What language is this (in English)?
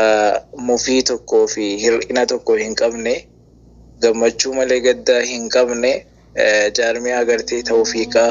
Oromo